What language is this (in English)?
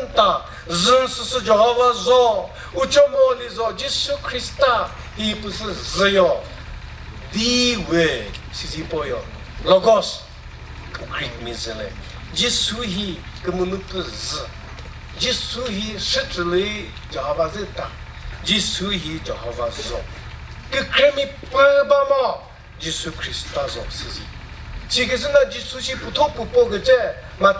Chokri Naga